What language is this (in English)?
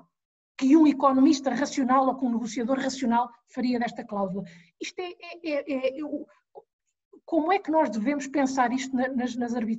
Portuguese